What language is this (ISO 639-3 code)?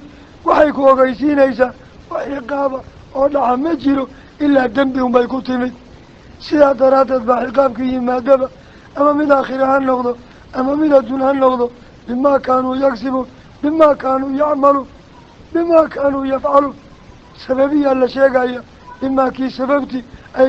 som